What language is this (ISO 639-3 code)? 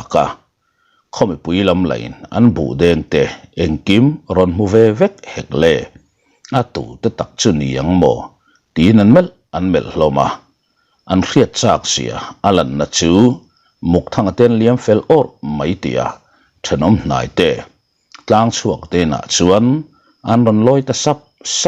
lus